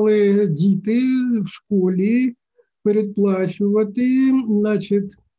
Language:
Ukrainian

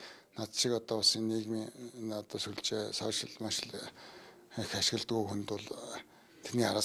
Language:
Mongolian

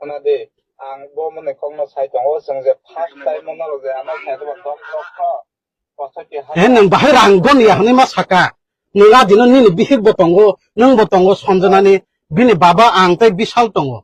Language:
Kok Borok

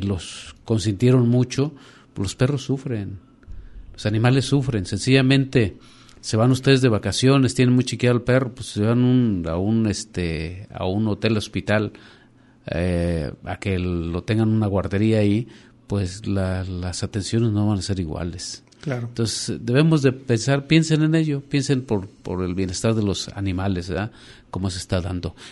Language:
Spanish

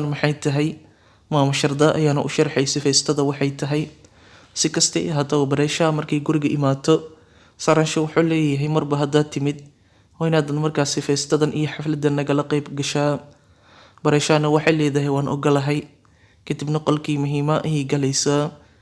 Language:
Somali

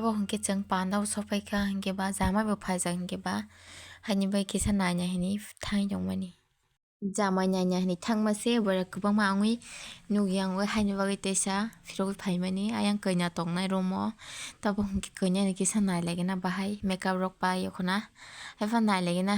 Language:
Kok Borok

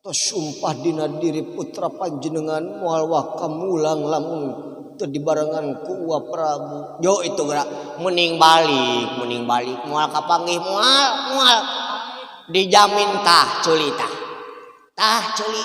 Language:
Sundanese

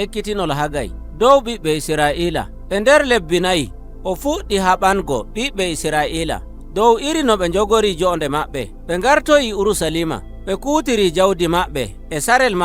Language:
Nigerian Fulfulde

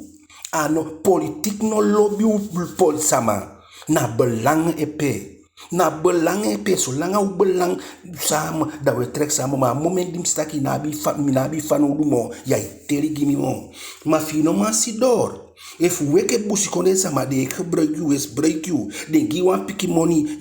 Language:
Eastern Maroon Creole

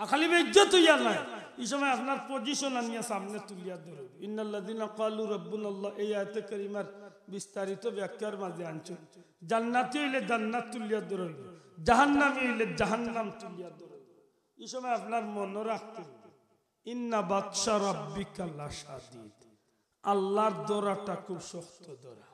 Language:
Sylheti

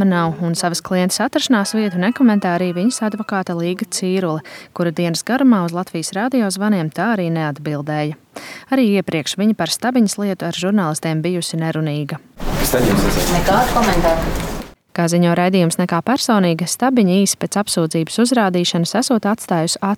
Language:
Latvian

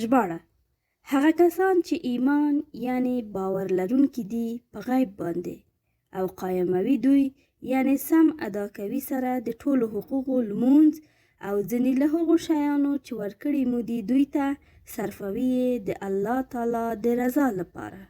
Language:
Pashto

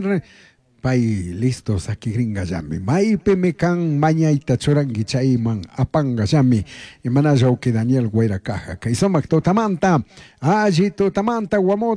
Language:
Chimborazo Highland Quichua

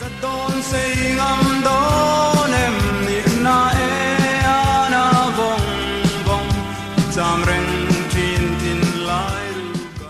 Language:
Mizo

